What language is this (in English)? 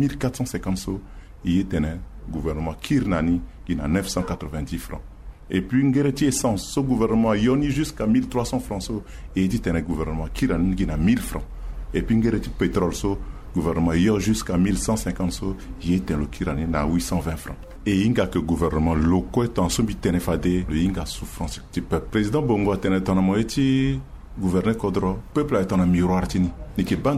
Sango